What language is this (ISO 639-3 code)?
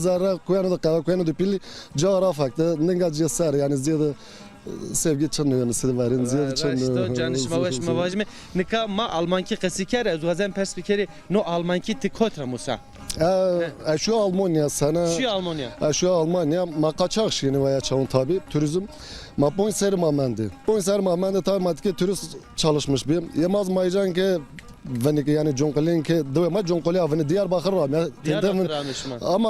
zza